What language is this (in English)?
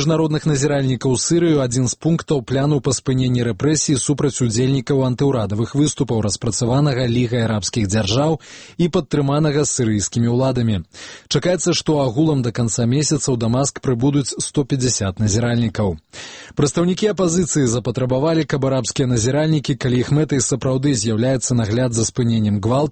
Belarusian